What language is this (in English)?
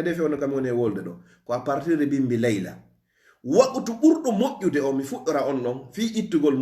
Fula